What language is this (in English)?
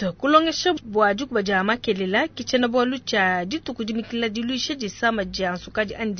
Luba-Lulua